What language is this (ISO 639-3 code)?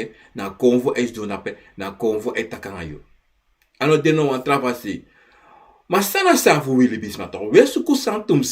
srn